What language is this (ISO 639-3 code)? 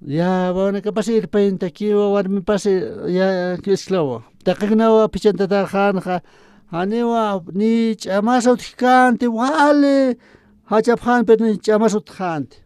aym